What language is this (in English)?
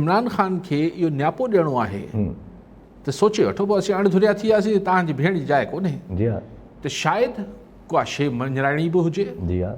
Sindhi